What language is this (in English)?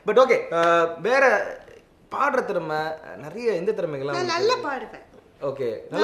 Tamil